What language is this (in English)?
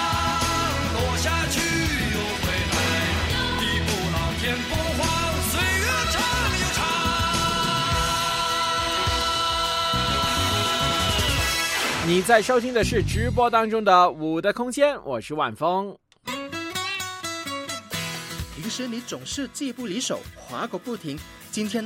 Chinese